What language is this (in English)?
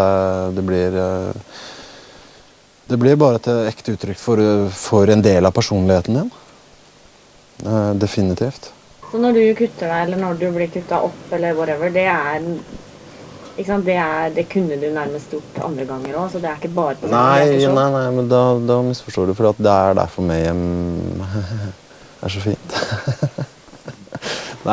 Norwegian